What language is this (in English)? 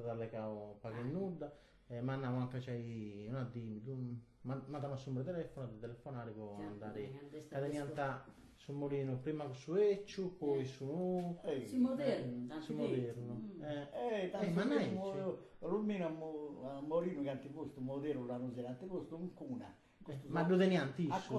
Sardinian